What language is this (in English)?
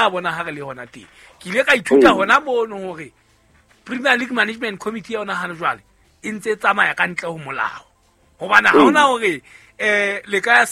Southern Sotho